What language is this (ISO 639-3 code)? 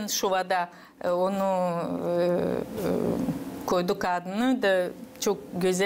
gag